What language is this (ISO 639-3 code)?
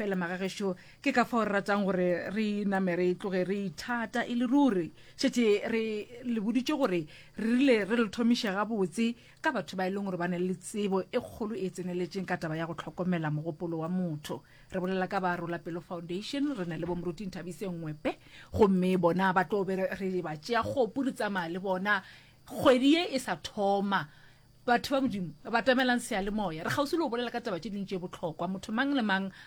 nso